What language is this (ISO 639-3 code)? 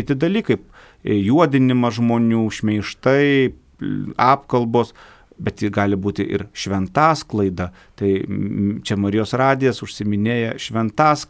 lit